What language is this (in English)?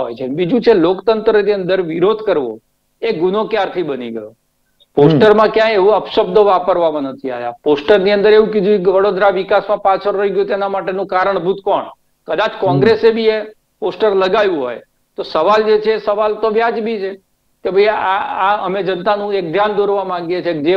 Gujarati